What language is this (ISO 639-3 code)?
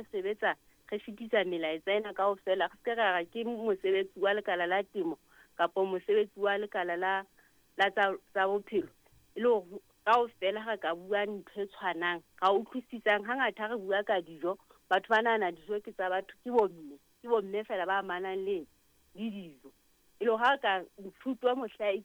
sot